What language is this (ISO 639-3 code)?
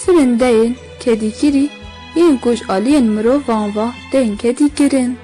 kur